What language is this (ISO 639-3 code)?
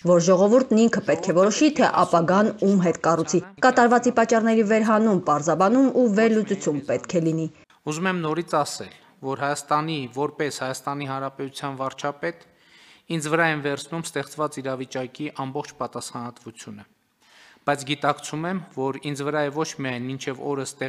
hye